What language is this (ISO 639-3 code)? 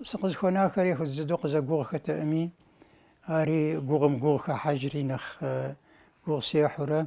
kbd